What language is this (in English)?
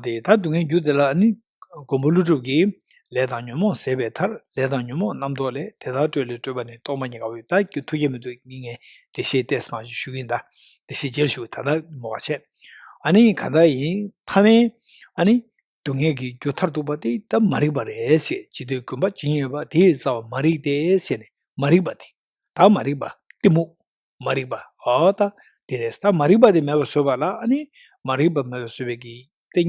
Tibetan